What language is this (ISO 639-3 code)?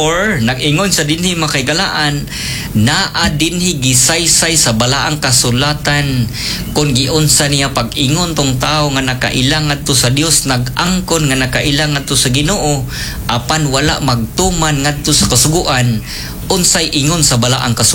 ceb